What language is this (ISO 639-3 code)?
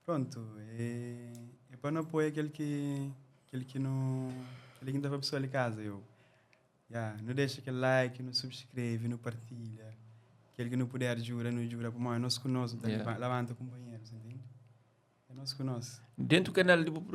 kea